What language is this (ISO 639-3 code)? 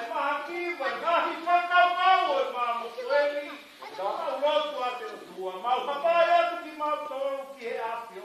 ton